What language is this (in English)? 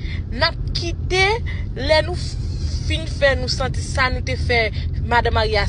Haitian Creole